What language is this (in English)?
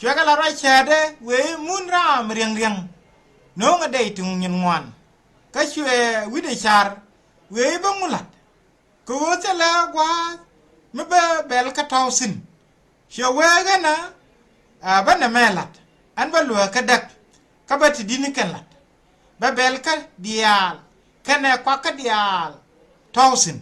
Nuer